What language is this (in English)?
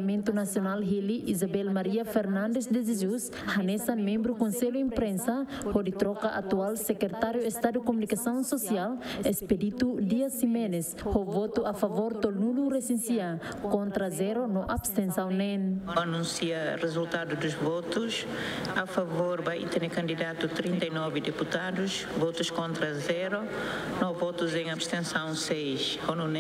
Tetum